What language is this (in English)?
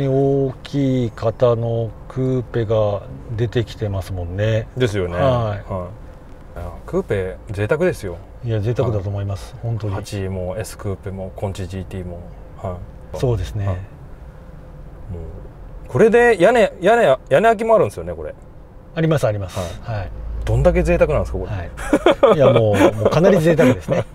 Japanese